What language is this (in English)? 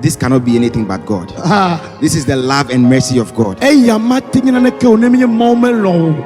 Ewe